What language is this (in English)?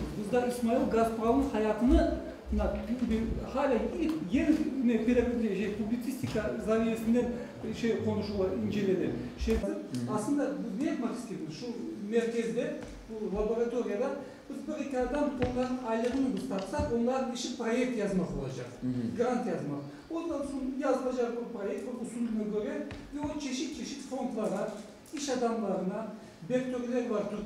Crimean Tatar